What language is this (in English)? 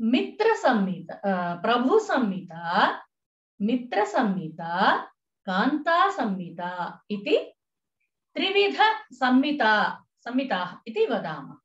Sanskrit